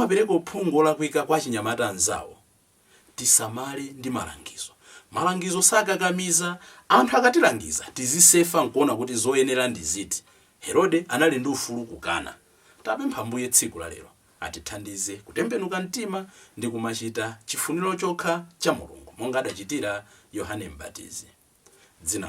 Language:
Nyanja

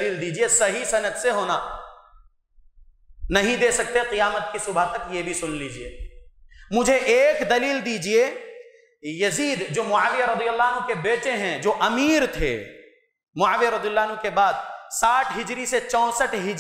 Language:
Urdu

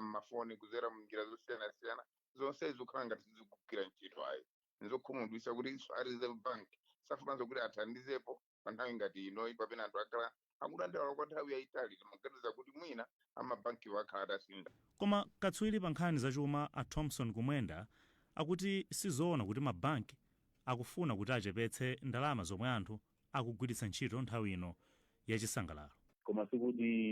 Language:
Nyanja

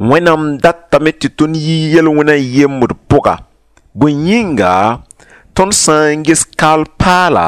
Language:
Mossi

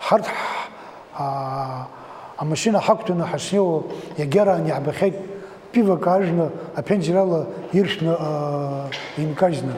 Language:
Abkhazian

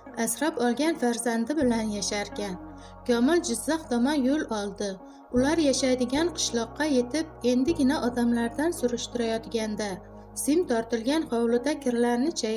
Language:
Uzbek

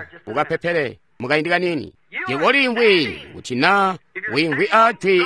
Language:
Tonga (Zambia)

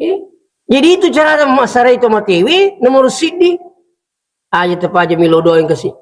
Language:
Buginese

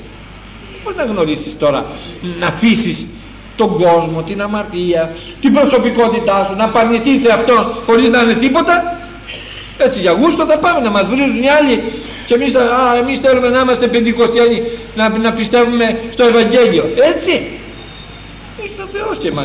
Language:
Greek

